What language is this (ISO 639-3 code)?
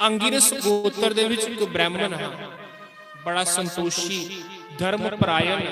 doi